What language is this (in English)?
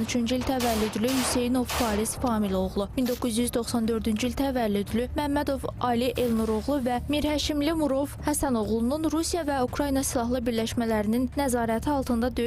Azerbaijani